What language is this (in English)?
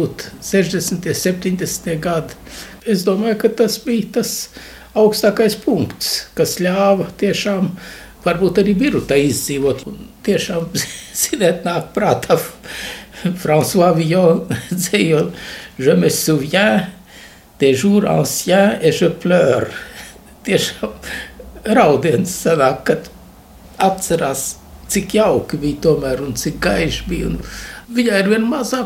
Latvian